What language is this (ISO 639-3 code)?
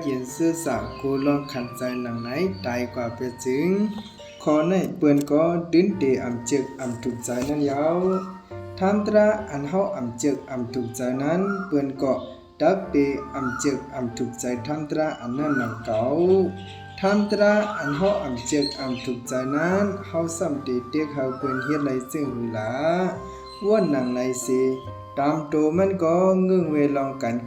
shn